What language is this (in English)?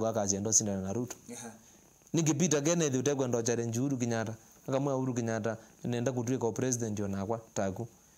Kamba